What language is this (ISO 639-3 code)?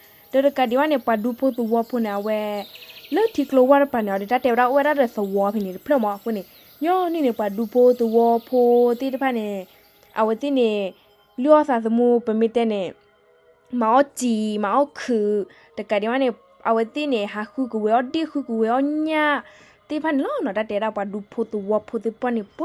ksw